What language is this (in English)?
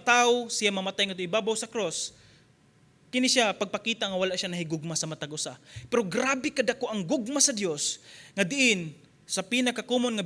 Cebuano